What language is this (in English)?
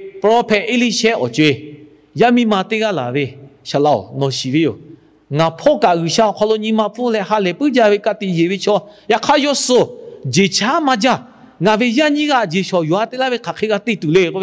Lahu